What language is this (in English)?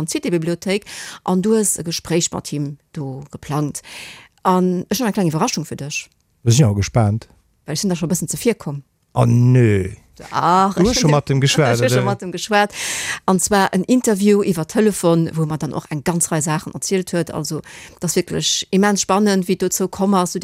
Luxembourgish